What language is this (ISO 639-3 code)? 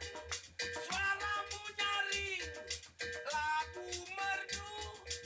bew